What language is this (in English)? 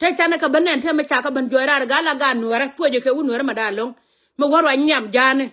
Nuer